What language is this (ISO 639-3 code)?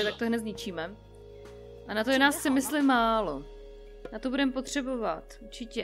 ces